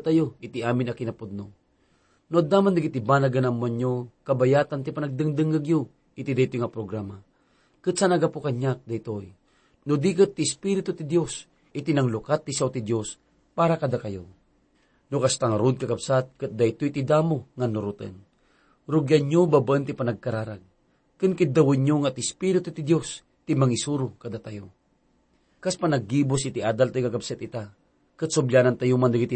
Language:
Iloko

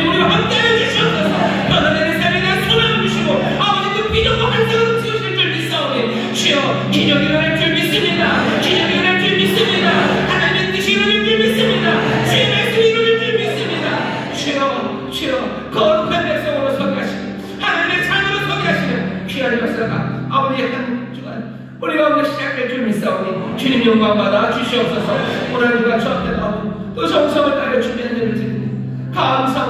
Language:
Korean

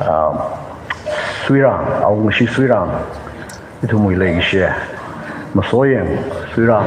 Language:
Tangkhul Naga (India)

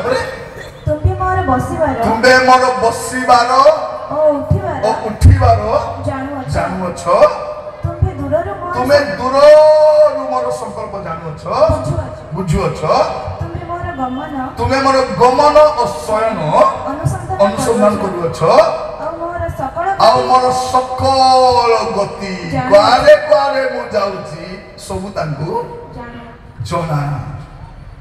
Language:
Odia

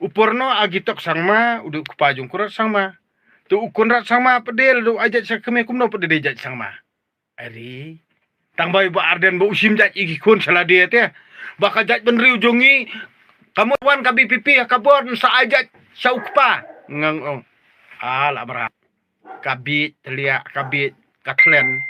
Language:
Khasi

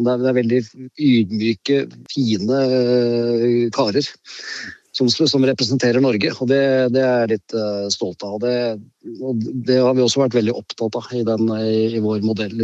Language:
Swedish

